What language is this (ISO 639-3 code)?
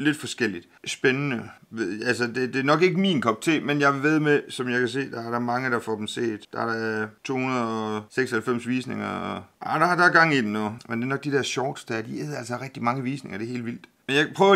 dan